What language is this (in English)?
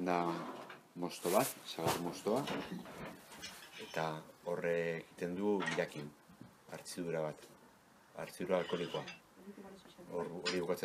Basque